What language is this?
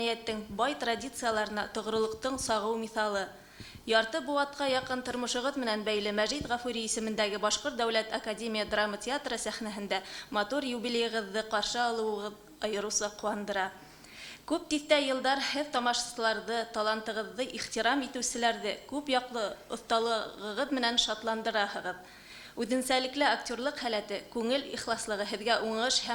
Bashkir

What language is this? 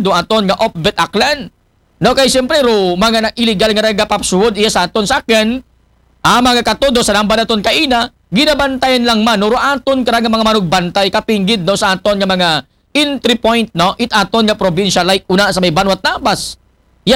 Aklanon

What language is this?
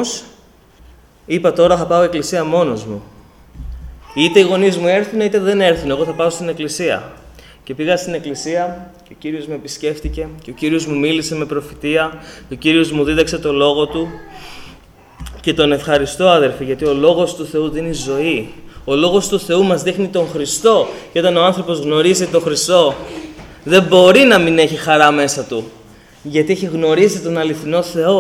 Greek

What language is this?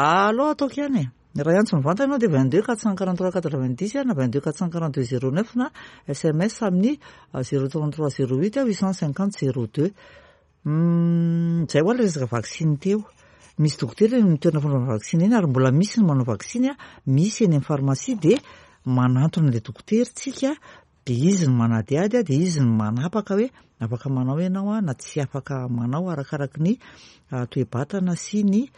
Malagasy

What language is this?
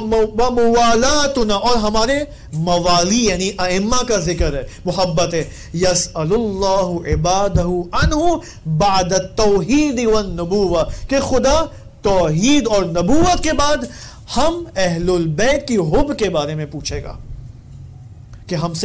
Urdu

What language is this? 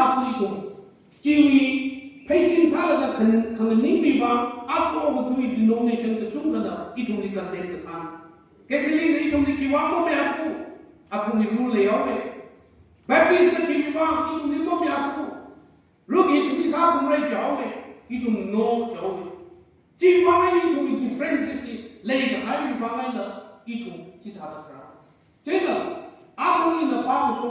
Tangkhul Naga (India)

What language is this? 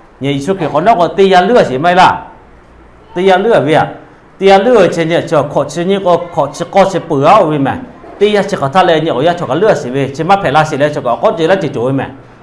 Lahu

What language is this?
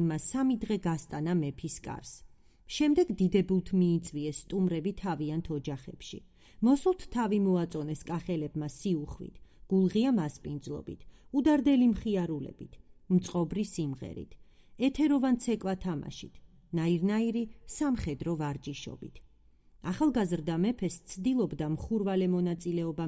Georgian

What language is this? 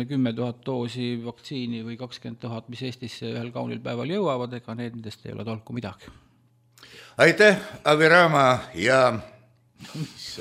Estonian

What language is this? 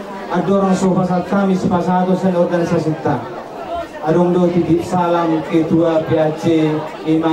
Batak Toba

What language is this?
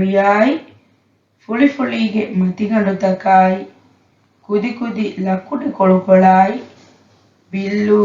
Divehi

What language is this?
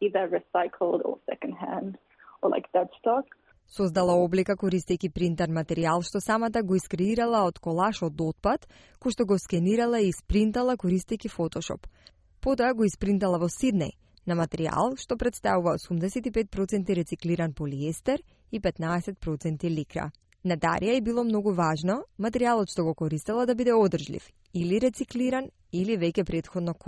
Macedonian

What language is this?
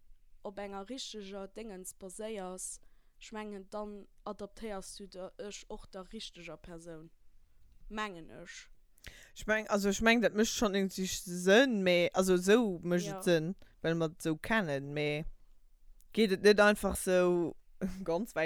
Luxembourgish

